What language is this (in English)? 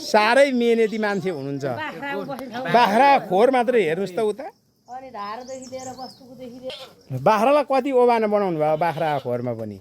Nepali